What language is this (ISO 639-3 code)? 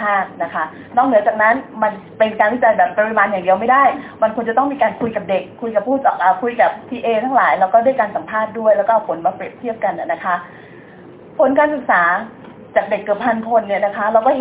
tha